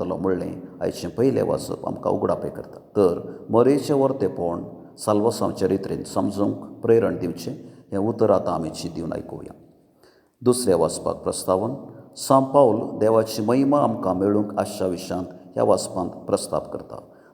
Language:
Konkani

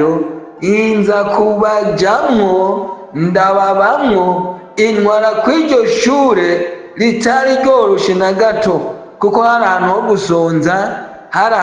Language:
Rundi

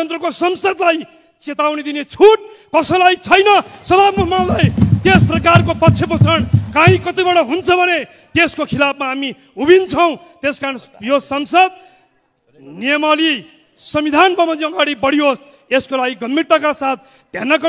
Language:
Nepali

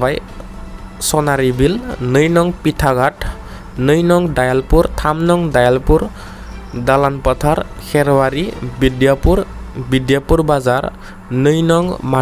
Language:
Bodo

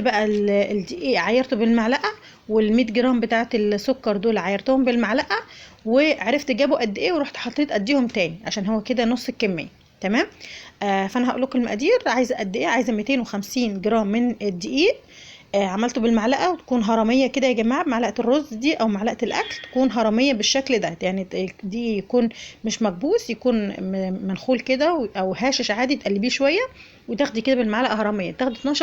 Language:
Egyptian Arabic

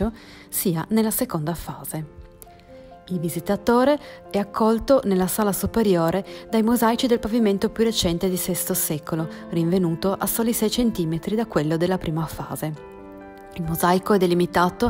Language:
Italian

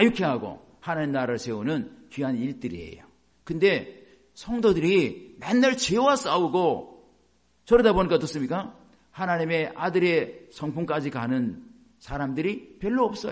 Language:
Korean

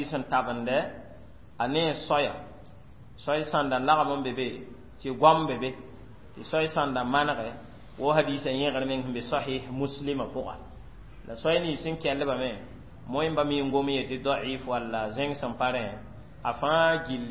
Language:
Mossi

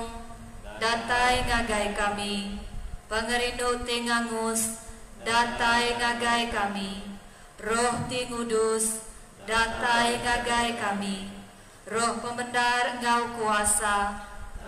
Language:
Iban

